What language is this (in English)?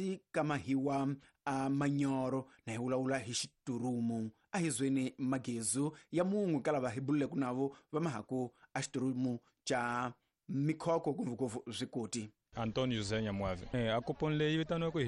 Tsonga